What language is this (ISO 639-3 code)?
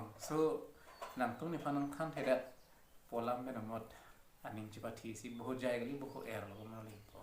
mjw